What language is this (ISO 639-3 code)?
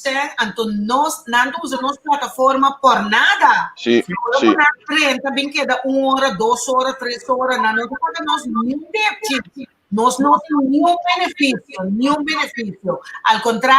pap